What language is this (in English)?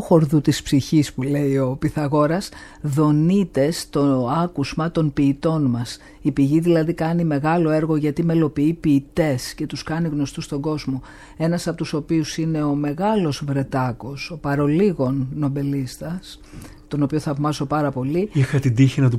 Greek